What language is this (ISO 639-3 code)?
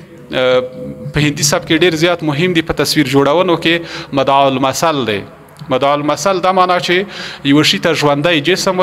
pus